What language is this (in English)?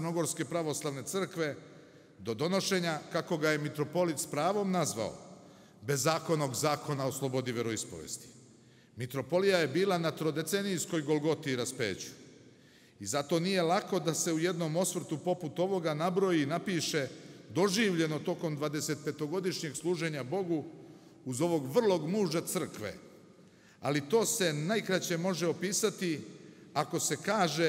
Serbian